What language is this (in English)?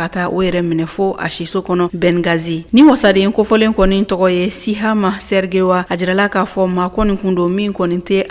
Bambara